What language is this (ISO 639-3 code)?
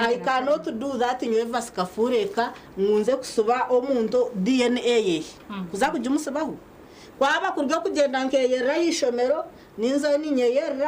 nyn